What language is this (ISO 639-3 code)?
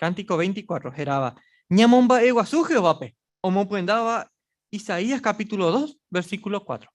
grn